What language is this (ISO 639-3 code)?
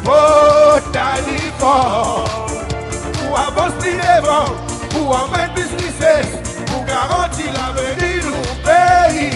crs